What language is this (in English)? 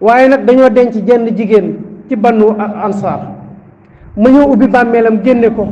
Wolof